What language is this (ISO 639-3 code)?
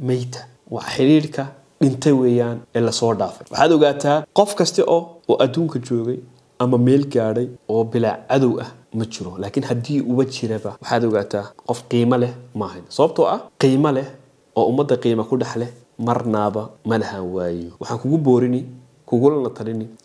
som